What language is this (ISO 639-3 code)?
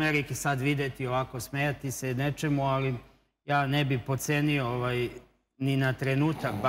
srp